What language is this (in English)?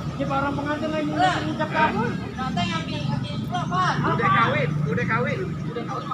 Betawi